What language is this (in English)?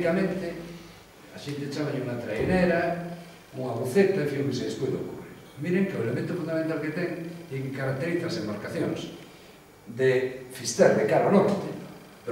Galician